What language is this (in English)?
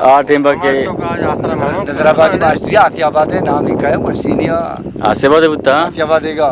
Eastern Balochi